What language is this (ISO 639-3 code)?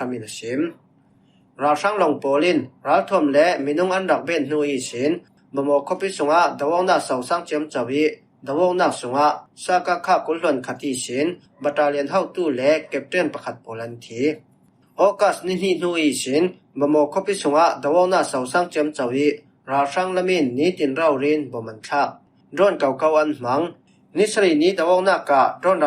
cfm